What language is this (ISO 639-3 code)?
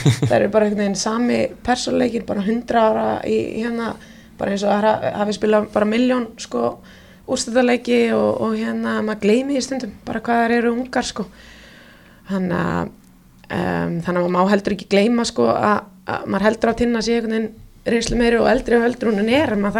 isl